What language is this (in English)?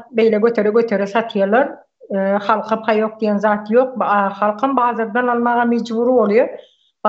Turkmen